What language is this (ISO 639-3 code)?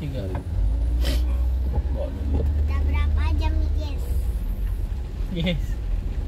ind